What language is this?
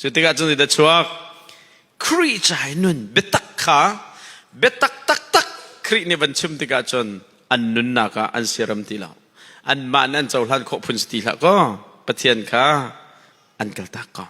Hakha Chin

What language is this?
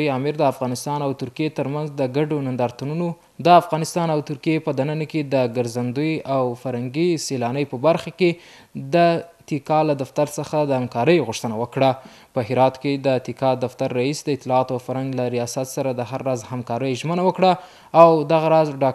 Pashto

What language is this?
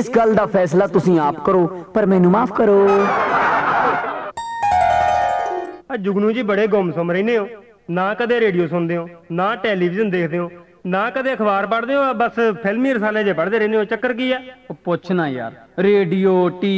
Punjabi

